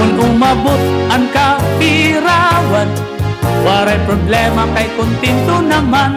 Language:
Waray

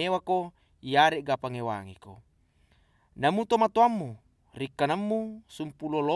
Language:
Buginese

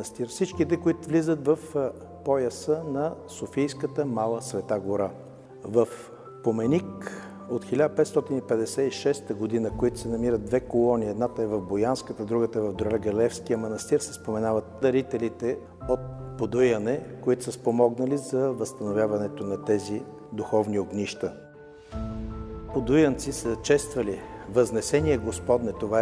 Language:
Bulgarian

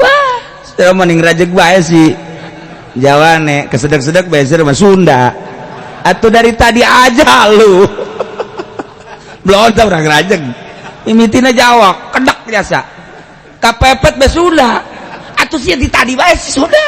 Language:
Sundanese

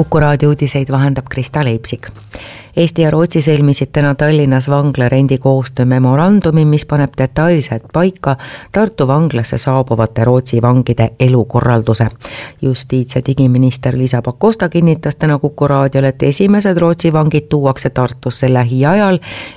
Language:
Estonian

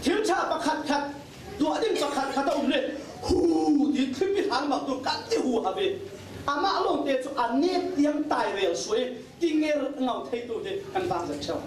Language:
Falam Chin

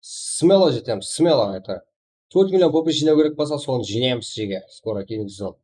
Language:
Kara-Kalpak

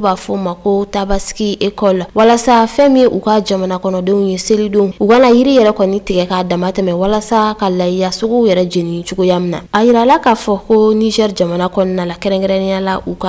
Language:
Bambara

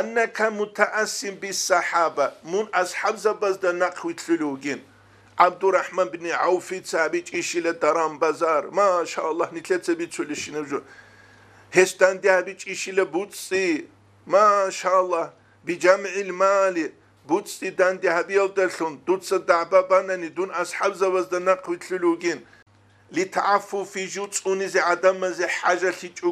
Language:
Avaric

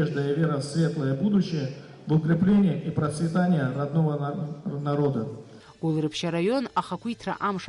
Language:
Abkhazian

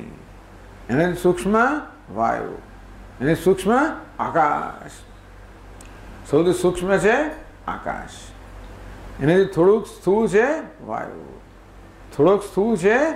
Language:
Gujarati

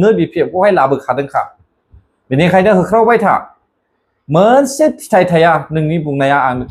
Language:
Bodo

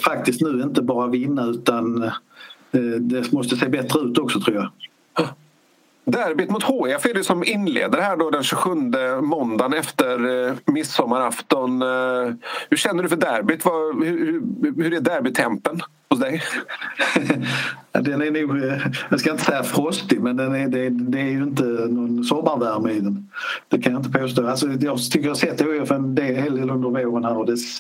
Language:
Swedish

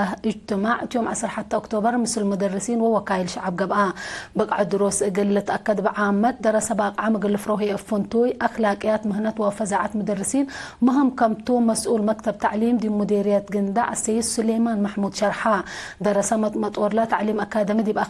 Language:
Tigre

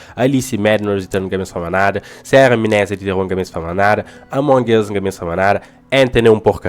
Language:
Kabuverdianu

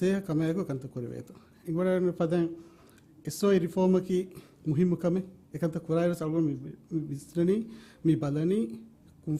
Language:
Divehi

